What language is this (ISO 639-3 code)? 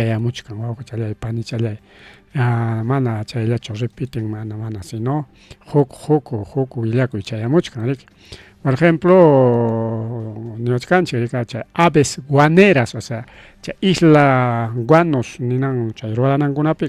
quy